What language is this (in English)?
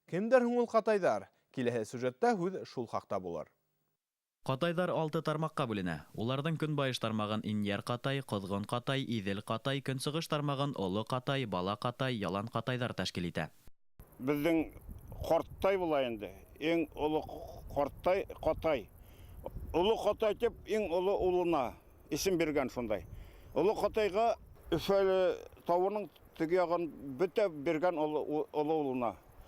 Bashkir